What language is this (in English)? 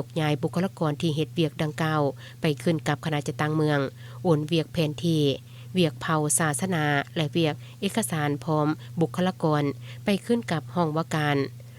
Lao